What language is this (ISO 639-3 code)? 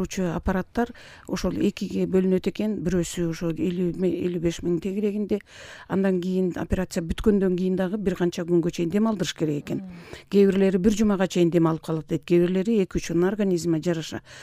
kir